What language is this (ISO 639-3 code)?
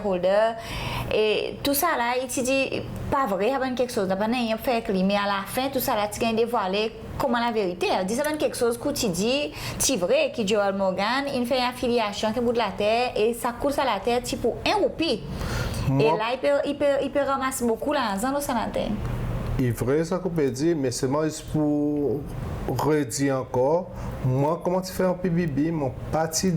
crs